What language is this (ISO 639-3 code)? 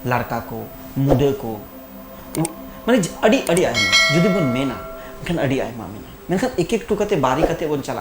sat